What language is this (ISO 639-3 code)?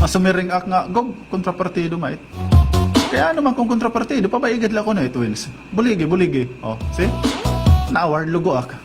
war